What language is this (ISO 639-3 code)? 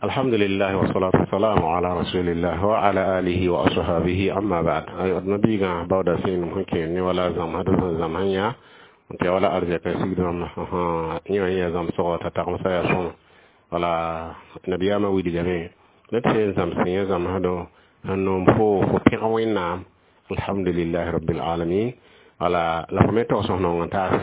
mos